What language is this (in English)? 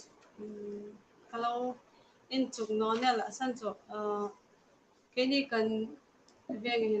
Hmar